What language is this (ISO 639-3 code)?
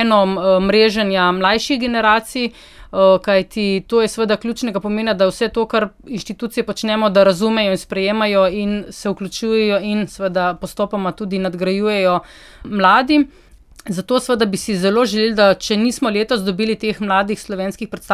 slv